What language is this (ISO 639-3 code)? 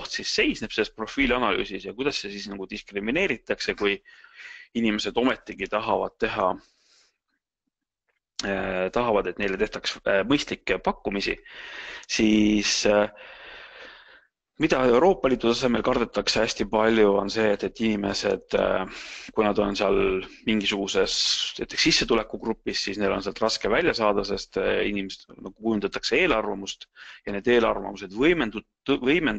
est